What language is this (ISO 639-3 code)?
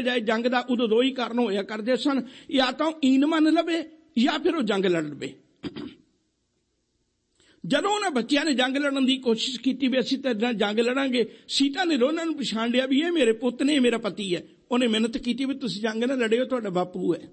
pan